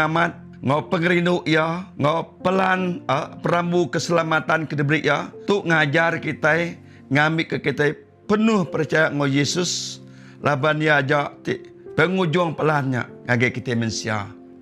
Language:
Iban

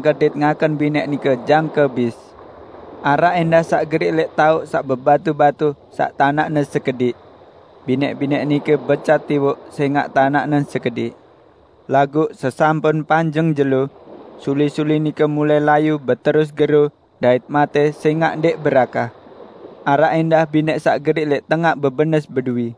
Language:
Sasak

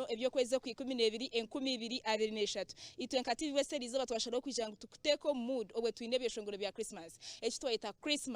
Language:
Nyankole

